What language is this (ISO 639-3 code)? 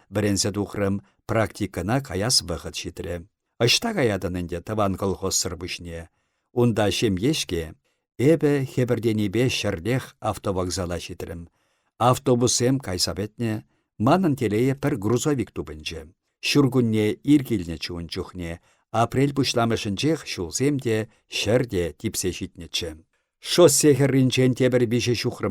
chv